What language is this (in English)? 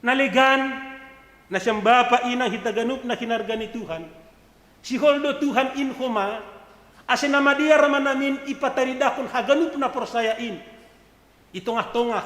Batak Simalungun